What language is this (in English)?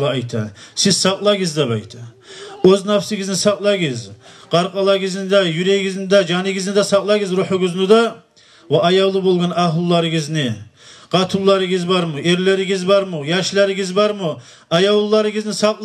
Kumyk